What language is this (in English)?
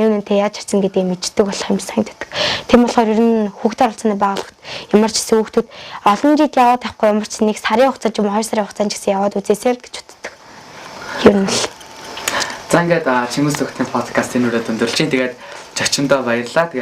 Mongolian